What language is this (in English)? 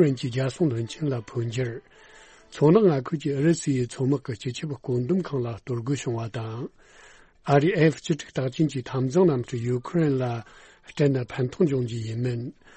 Tibetan